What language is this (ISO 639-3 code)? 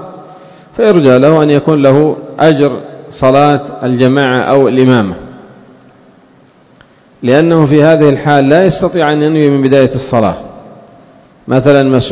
ara